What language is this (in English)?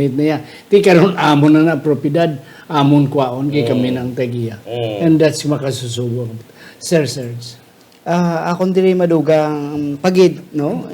Hiligaynon